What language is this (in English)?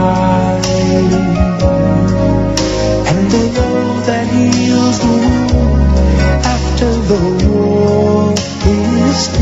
Serbian